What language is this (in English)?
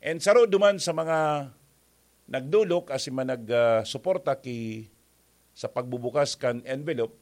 Bikol